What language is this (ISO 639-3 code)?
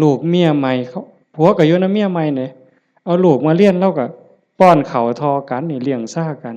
lao